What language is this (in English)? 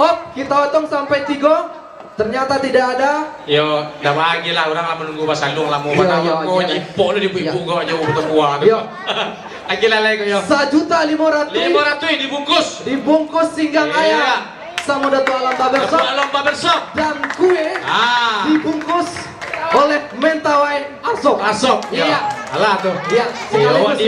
Minangkabau